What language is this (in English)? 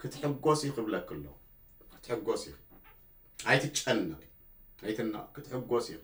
Tigrinya